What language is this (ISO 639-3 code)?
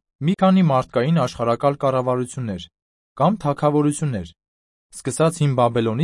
hye